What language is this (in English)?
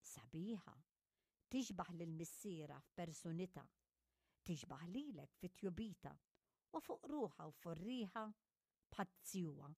Maltese